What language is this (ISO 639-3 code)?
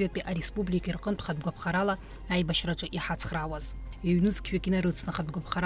abk